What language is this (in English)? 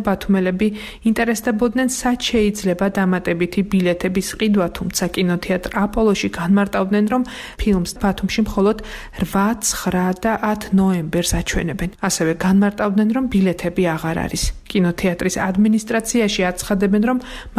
Georgian